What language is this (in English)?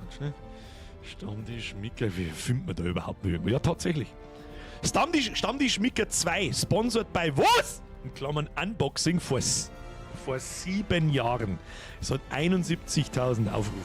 Bavarian